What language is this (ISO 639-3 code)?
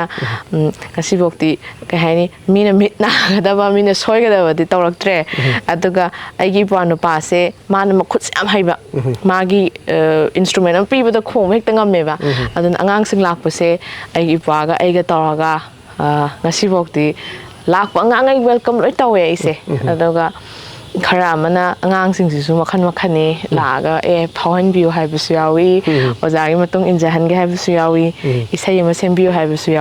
mni